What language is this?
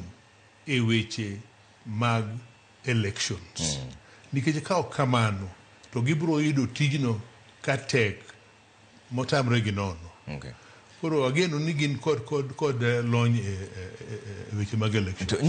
Luo (Kenya and Tanzania)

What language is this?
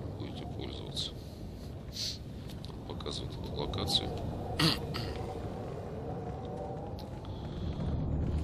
Russian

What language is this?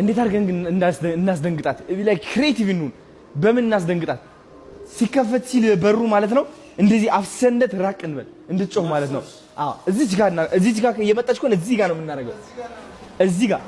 Amharic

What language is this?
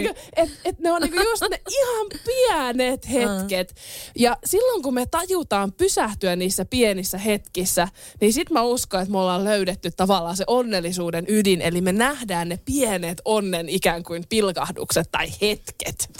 Finnish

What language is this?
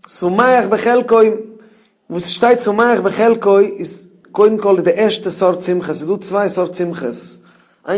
Yiddish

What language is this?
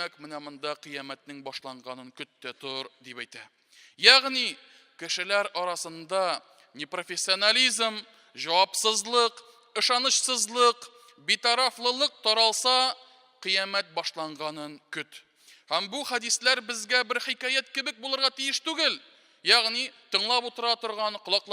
Tatar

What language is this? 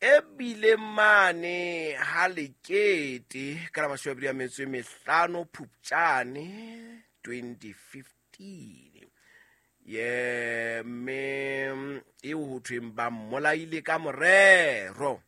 Southern Sotho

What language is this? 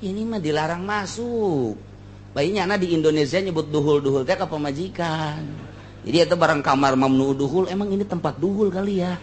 Sundanese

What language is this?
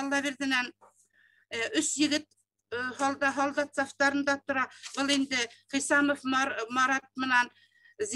Bashkir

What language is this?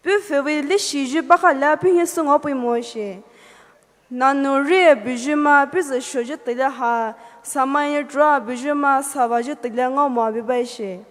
Poumei Naga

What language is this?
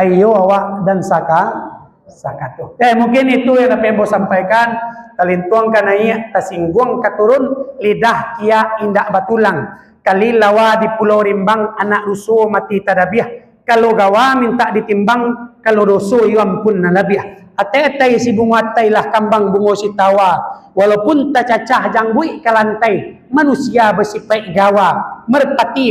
Minangkabau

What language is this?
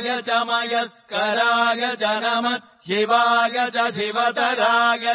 Sanskrit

